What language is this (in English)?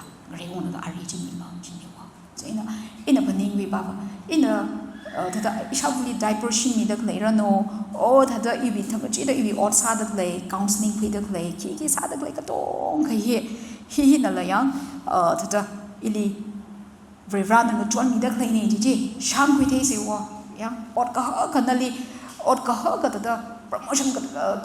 Tangkhul Naga (India)